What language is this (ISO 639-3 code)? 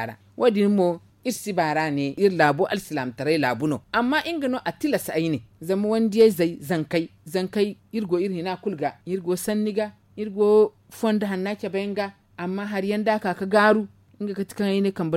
dje